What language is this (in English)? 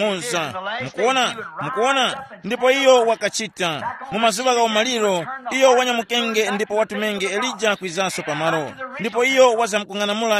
Tumbuka